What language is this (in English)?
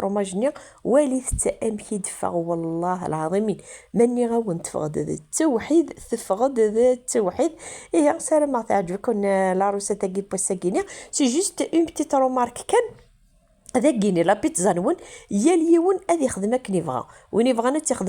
Kabyle